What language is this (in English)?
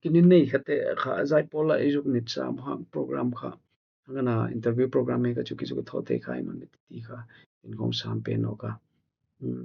Hmar